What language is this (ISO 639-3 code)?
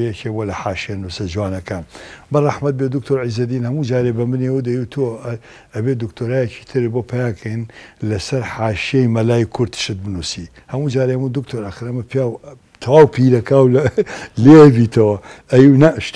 ckb